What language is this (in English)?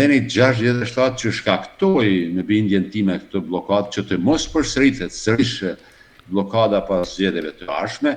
Albanian